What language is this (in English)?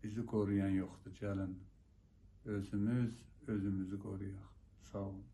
South Azerbaijani